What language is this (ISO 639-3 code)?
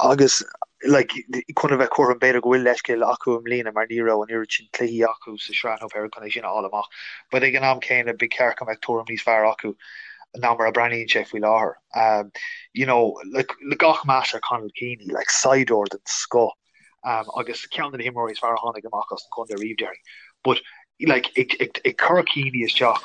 gle